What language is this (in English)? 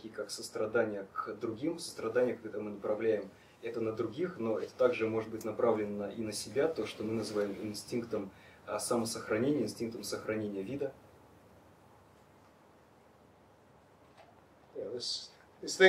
Russian